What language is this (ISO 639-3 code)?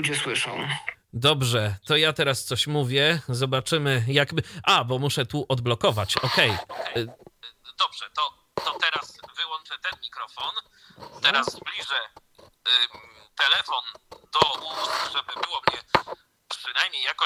pol